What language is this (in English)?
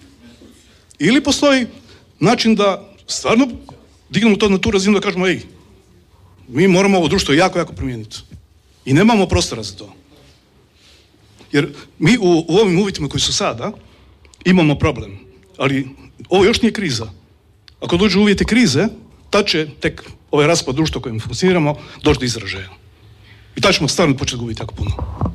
Croatian